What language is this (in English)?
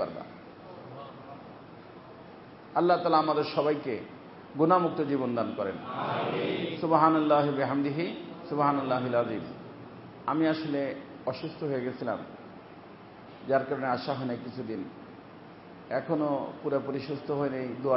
Bangla